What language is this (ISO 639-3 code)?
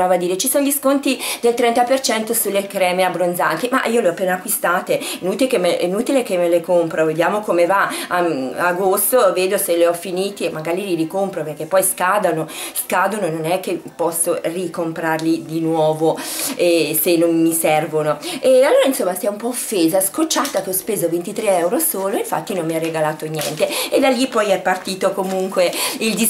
ita